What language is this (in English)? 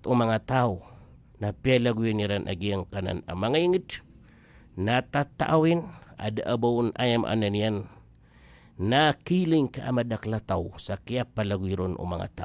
Maranao